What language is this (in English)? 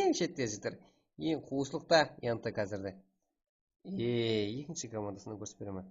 Kara-Kalpak